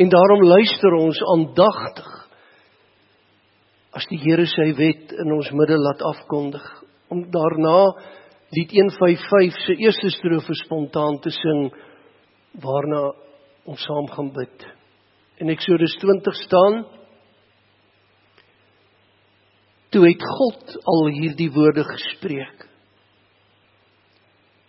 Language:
Afrikaans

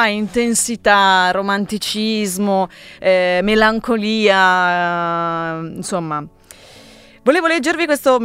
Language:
Italian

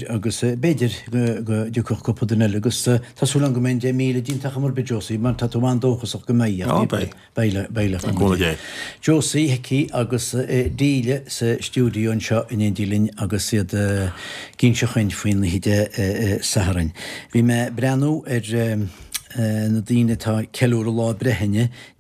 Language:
Irish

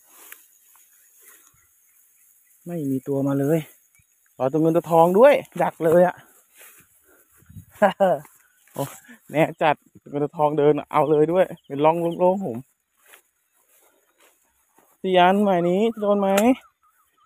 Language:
Thai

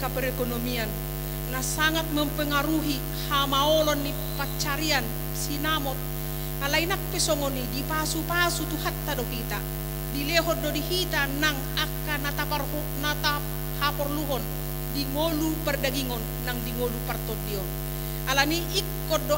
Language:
Batak Toba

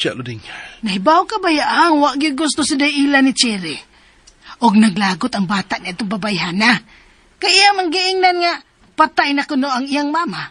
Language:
Cebuano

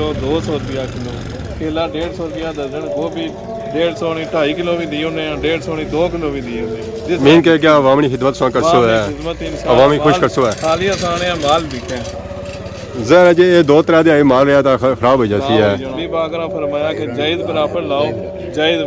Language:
Pahari-Potwari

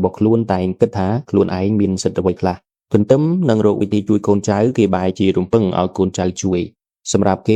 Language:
Khmer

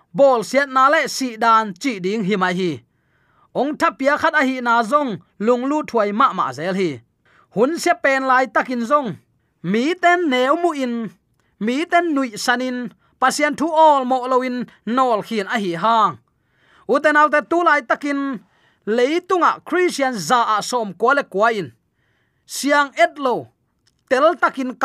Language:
Tedim Chin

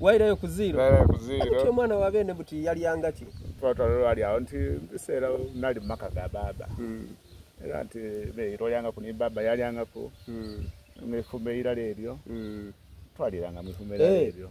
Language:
Soga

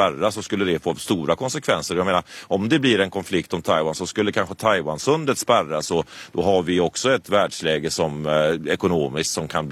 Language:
Swedish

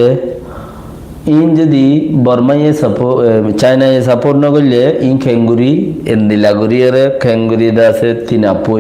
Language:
Rohingya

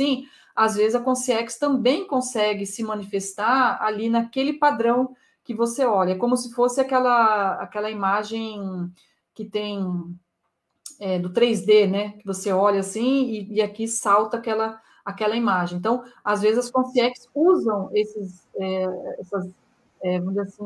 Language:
Portuguese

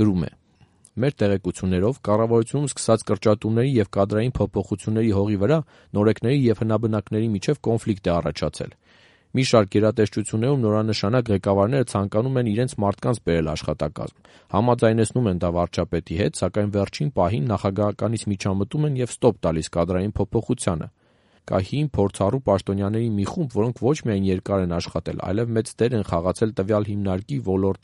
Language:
Armenian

